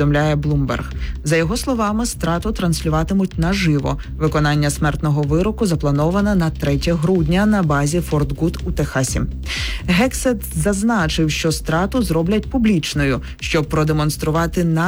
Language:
Ukrainian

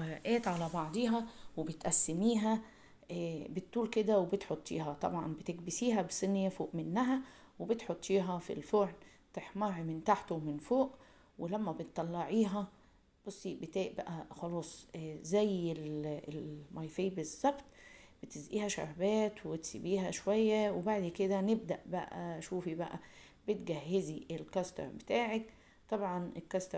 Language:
Egyptian Arabic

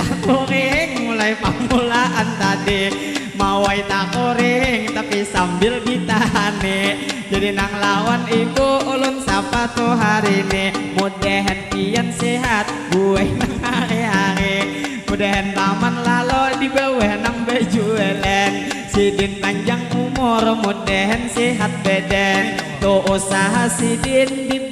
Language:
Banjar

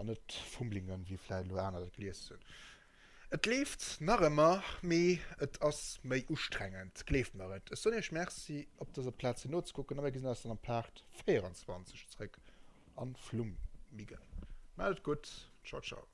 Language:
Luxembourgish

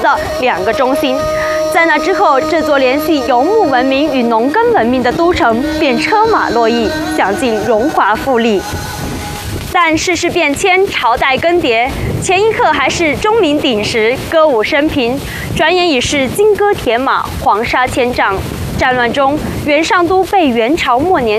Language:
Chinese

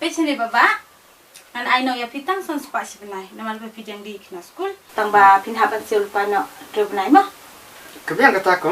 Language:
Khasi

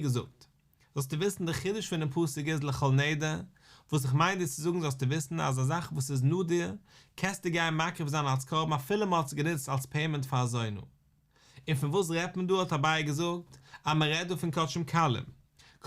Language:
Yiddish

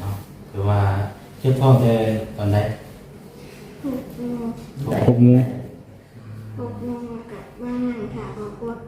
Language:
Northeastern Thai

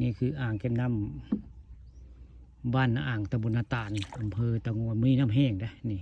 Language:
Northeastern Thai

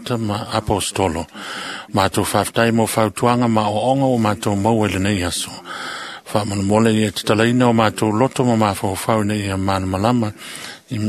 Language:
Samoan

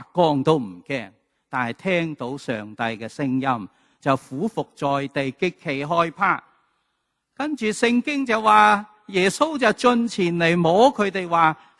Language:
Cantonese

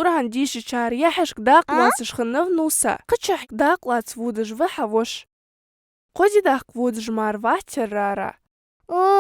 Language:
Ingush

